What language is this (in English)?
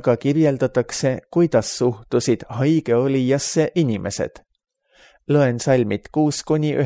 Estonian